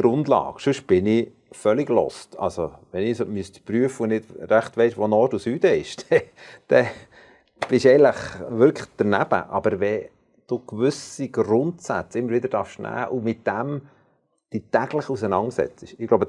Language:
Swiss German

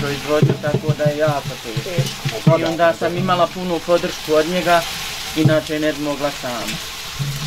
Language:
Bosnian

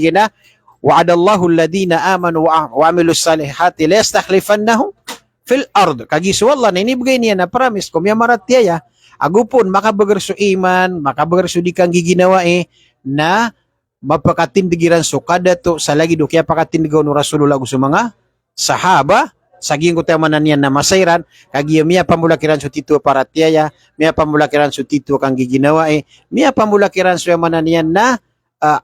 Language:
Maranao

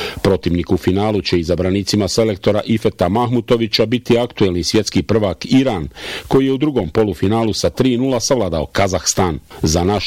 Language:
Bosnian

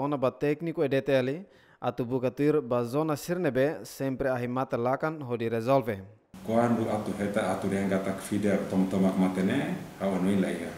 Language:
Tetum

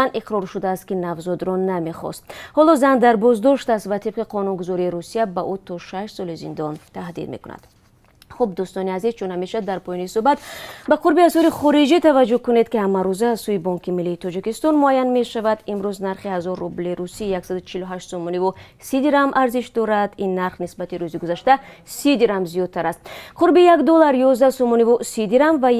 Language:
Tajik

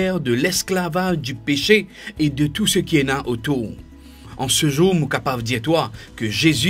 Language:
Morisyen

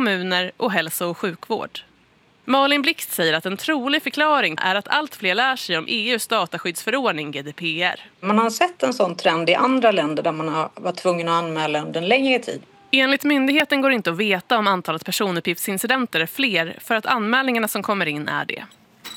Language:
Swedish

